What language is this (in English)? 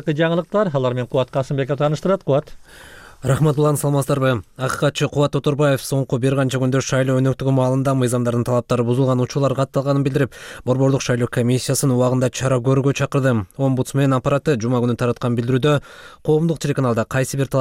Kyrgyz